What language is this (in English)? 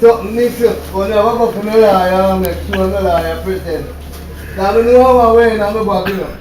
Jamaican Creole English